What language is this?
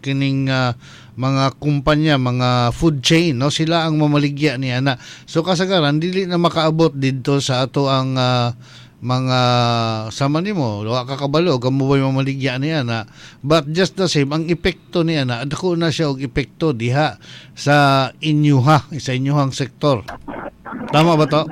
Cebuano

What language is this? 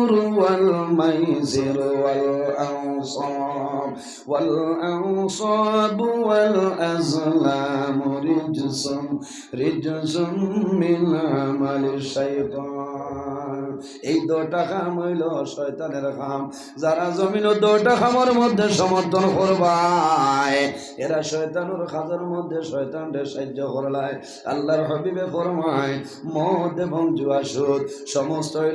Sylheti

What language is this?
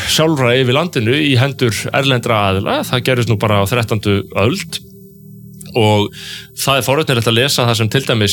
Icelandic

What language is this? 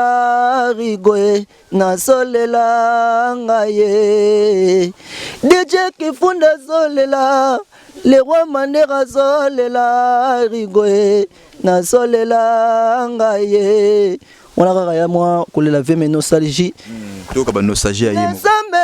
Lingala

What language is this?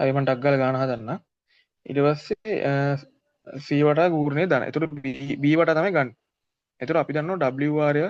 Sinhala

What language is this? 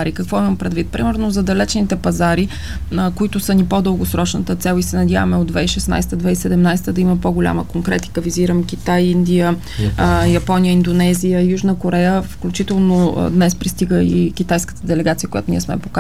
Bulgarian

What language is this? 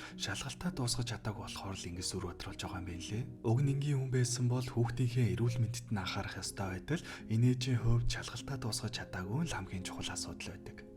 Mongolian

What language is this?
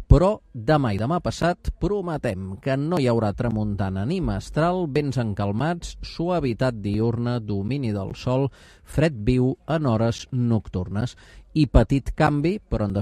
Catalan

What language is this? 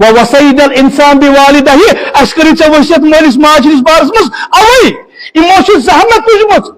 Kashmiri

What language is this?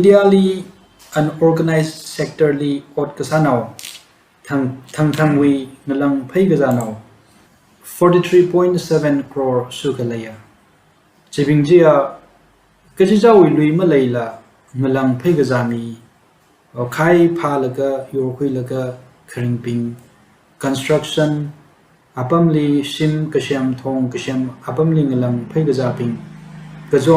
Tangkhul Naga (India)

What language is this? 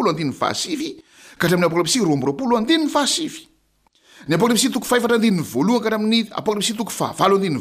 Malagasy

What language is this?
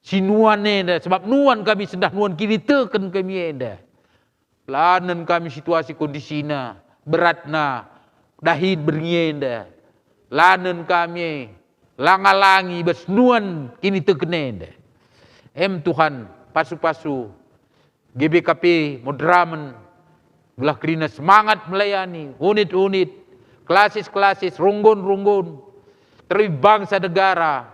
Batak Karo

